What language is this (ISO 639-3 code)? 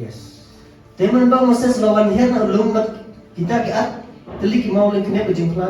kha